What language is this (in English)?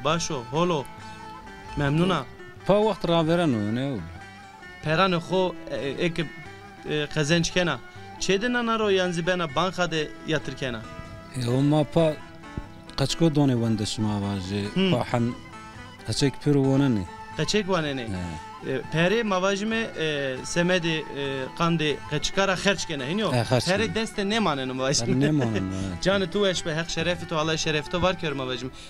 Zaza